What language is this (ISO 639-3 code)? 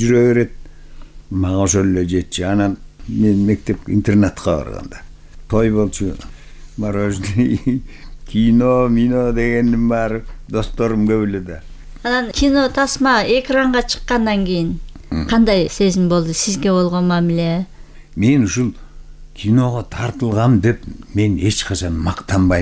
kir